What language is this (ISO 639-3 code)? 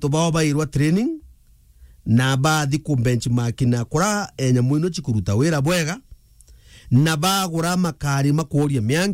mer